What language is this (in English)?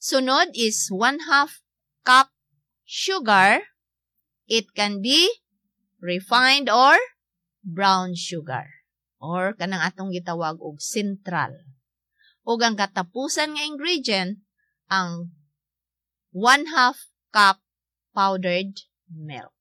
Cebuano